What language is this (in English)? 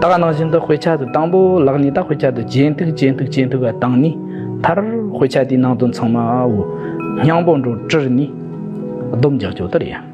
Tibetan